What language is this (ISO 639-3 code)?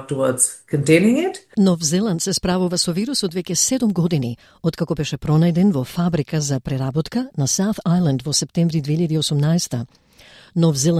mkd